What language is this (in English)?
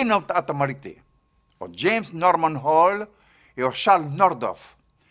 Tahitian